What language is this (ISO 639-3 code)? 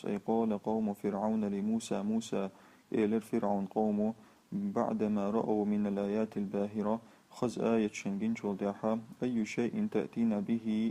che